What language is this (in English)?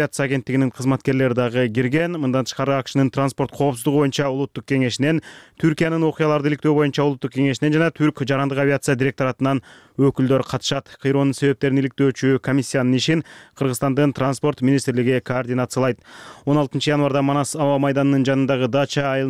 Kyrgyz